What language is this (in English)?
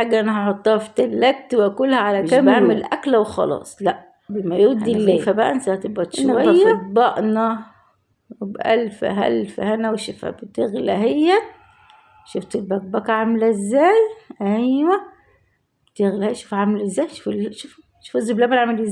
Egyptian Arabic